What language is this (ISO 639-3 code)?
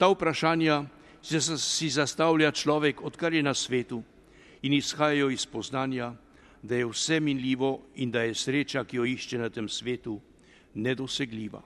slv